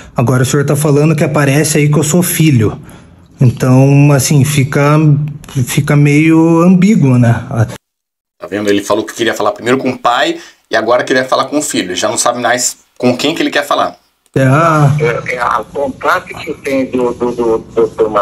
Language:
Portuguese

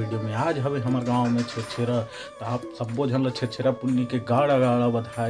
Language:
Chhattisgarhi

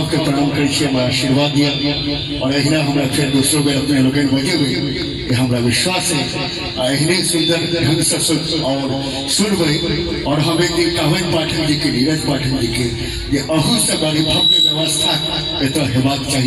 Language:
Maithili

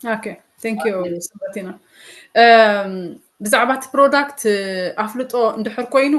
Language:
Tigrinya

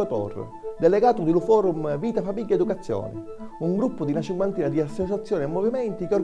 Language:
Sicilian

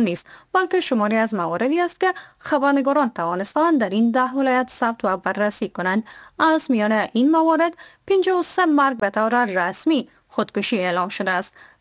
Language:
Persian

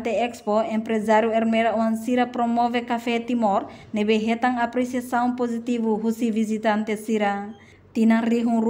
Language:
Tetum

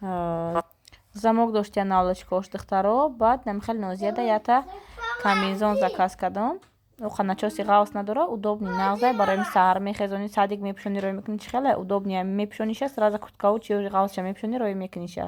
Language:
Tajik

